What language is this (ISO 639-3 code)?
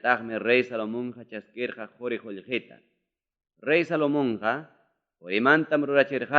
quy